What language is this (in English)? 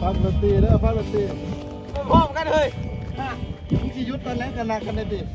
Lao